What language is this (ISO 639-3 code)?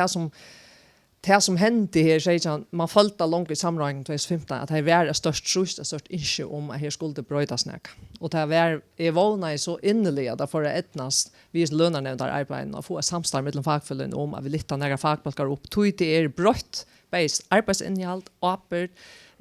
fao